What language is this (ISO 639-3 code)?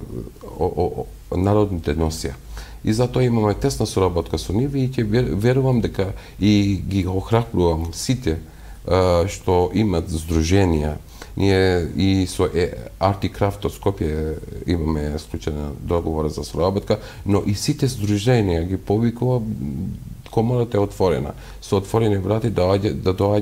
mkd